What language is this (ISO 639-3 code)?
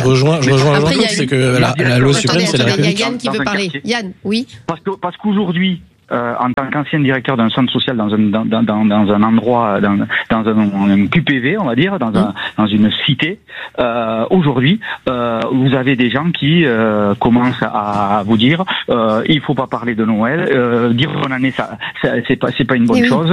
fra